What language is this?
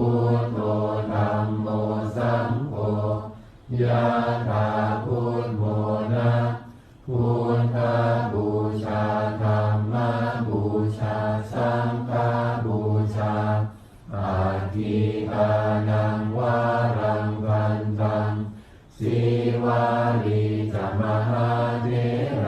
Pali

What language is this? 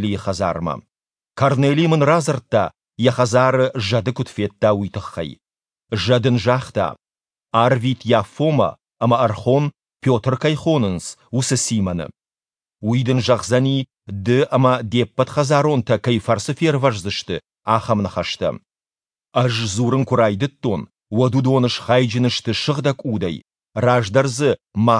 Ossetic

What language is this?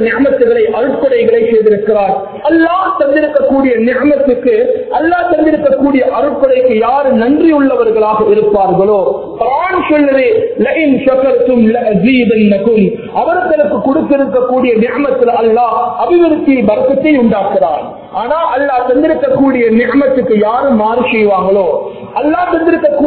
Tamil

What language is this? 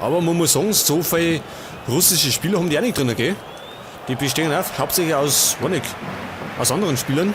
Bavarian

